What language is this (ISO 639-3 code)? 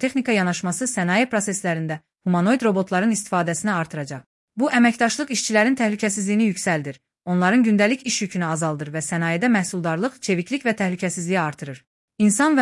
aze